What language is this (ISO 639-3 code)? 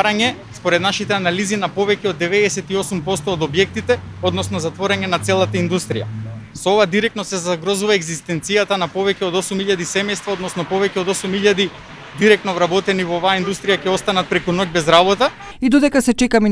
mkd